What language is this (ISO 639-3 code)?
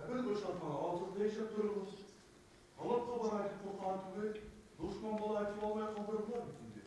bak